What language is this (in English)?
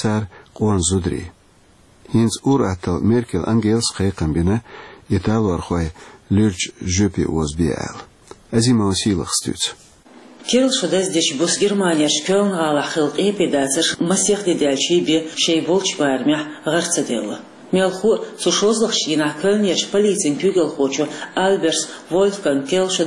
Chechen